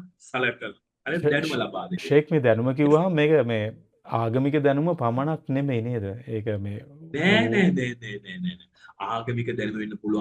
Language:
Sinhala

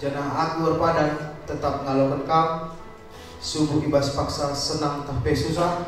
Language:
Batak Karo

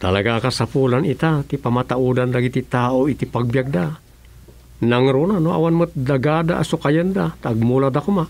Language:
Iloko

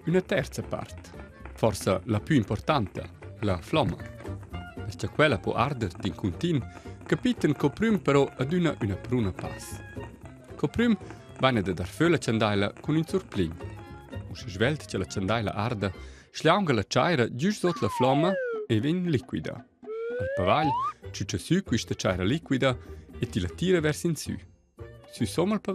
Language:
Romansh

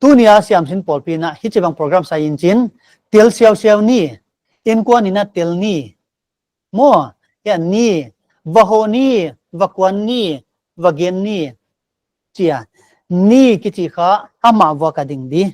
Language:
Paite Chin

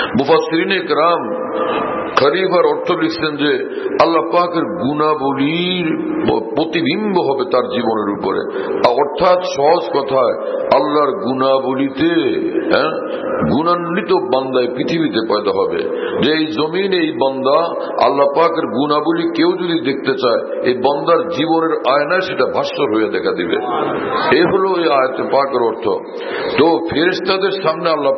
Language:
Bangla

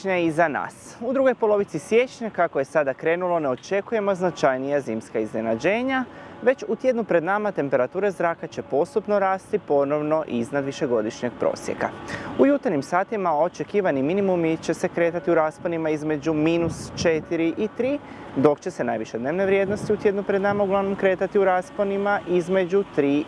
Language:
Croatian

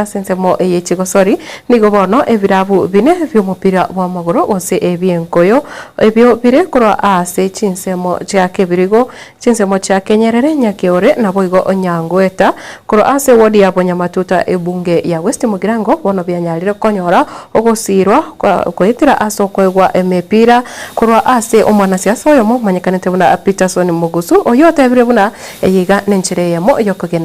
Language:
Gusii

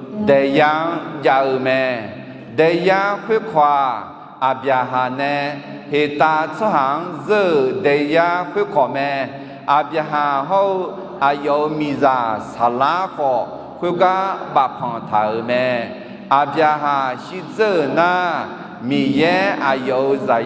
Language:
Akha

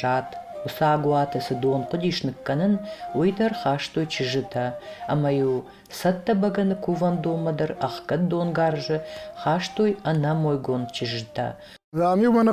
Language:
Ossetic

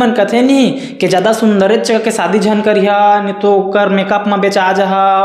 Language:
Chhattisgarhi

